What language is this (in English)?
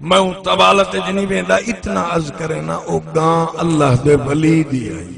Saraiki